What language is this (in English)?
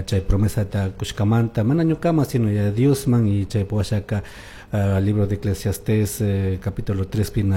Chimborazo Highland Quichua